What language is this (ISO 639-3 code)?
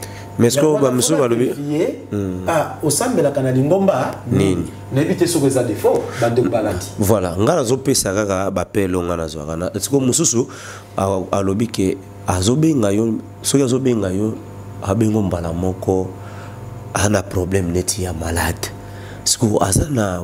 lin